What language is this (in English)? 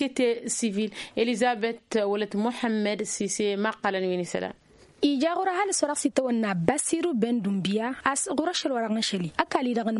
Tamasheq